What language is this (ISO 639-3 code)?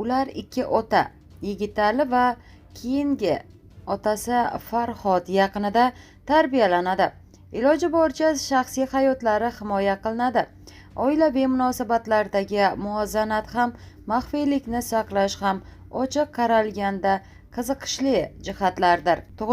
uzb